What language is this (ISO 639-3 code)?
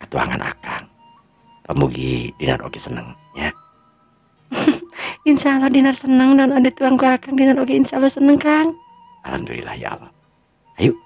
sun